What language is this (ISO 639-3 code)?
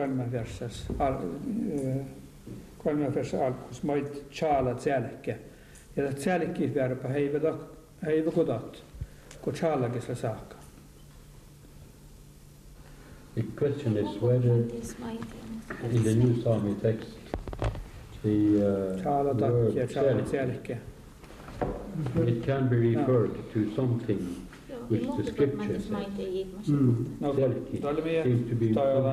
fin